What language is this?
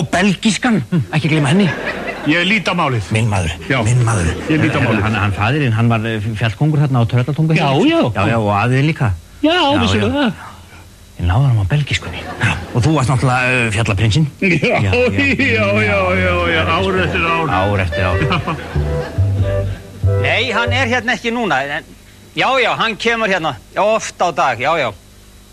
Icelandic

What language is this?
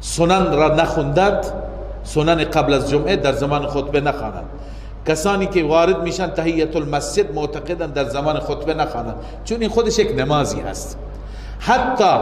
Persian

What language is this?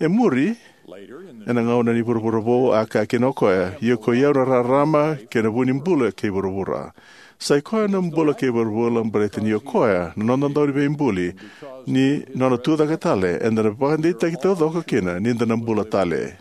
Fijian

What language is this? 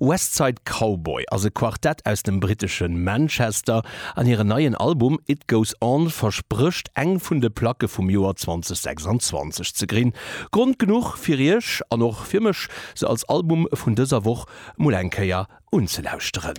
Luxembourgish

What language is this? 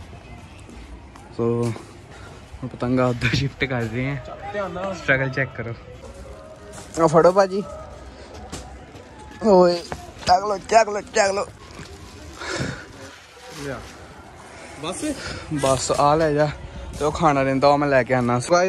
Punjabi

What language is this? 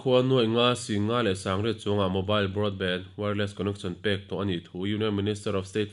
Mizo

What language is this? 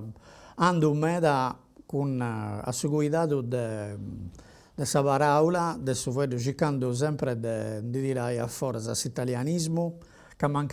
Sardinian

